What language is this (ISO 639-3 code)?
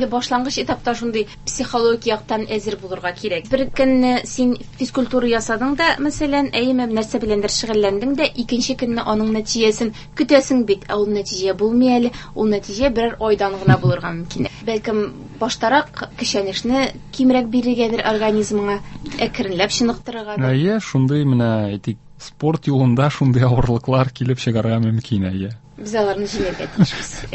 tat